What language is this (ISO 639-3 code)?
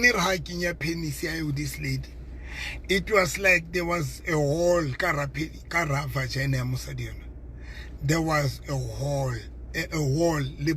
sot